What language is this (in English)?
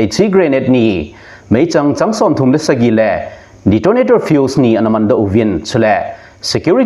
Thado Chin